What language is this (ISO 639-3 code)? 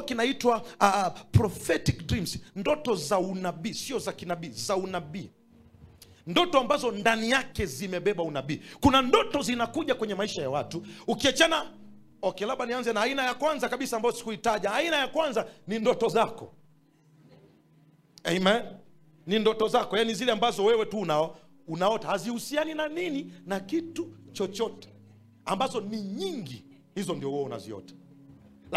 swa